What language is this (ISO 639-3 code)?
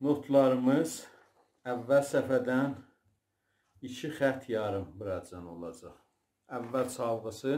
azb